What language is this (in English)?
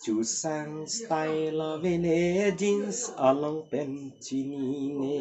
Karbi